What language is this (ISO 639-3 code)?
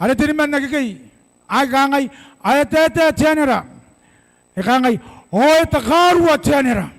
gil